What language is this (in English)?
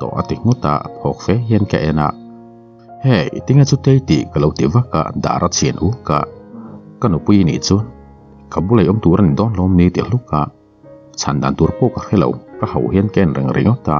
Mizo